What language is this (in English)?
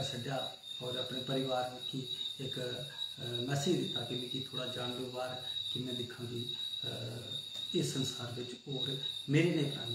Dogri